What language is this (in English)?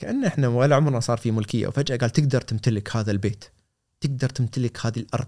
Gulf Arabic